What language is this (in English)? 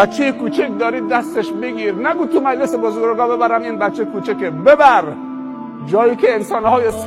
Persian